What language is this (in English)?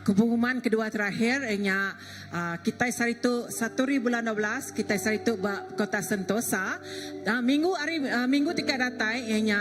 Iban